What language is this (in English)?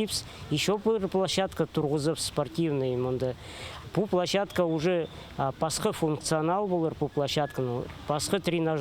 Khakas